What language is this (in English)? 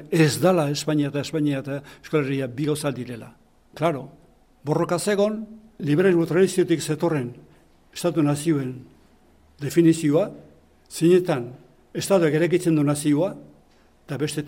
Basque